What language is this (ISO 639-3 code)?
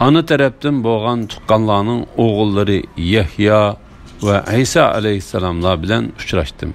uig